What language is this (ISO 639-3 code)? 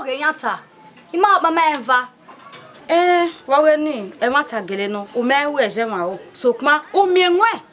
bin